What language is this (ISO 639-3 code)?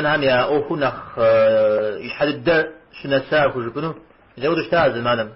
kbd